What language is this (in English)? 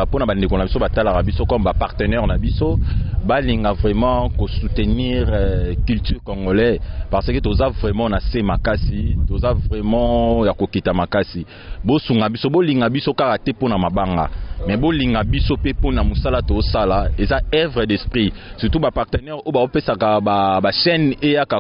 Lingala